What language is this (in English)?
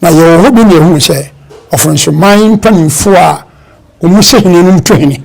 Akan